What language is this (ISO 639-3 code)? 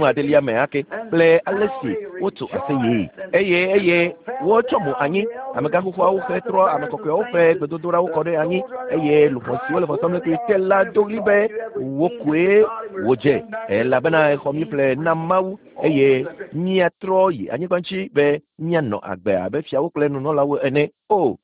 ewe